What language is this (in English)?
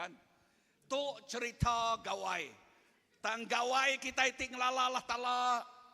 Iban